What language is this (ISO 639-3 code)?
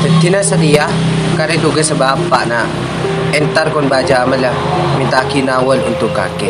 mad